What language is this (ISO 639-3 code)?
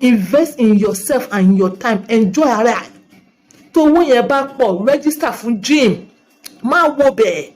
yor